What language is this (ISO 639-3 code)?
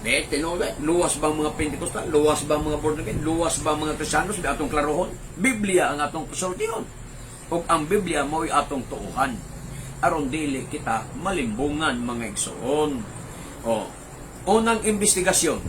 ceb